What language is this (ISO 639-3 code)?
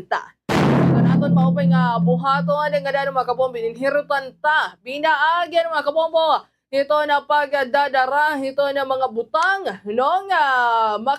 war